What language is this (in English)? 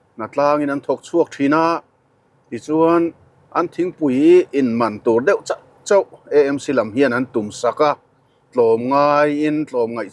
Mizo